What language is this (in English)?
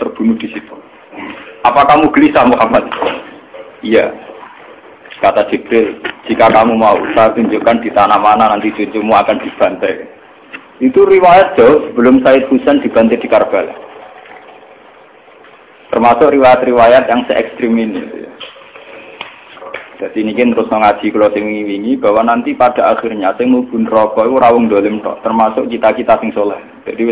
Indonesian